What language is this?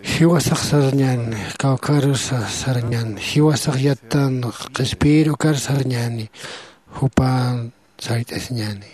Aymara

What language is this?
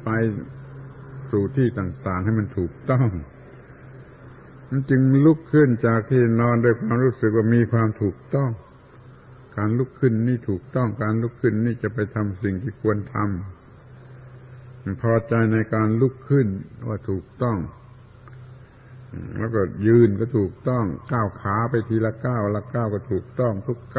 Thai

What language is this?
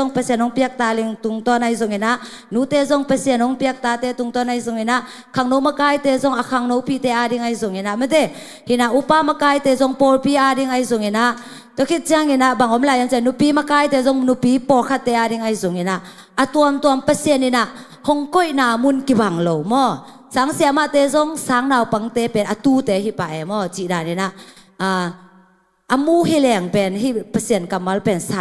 Tedim Chin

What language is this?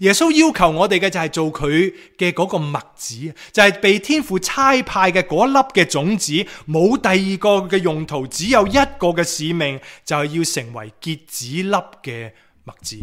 Cantonese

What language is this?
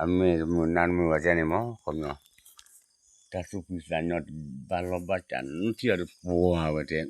S'gaw Karen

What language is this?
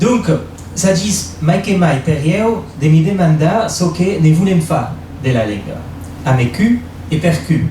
Occitan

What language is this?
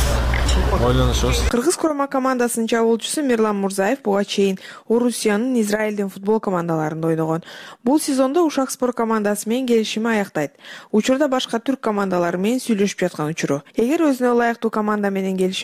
Kyrgyz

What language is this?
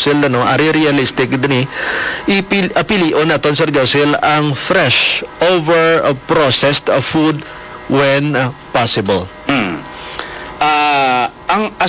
Hiligaynon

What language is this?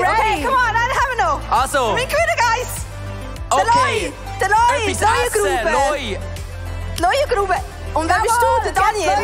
Swiss German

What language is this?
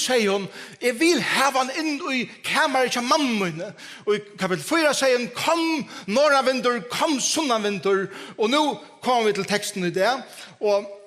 Faroese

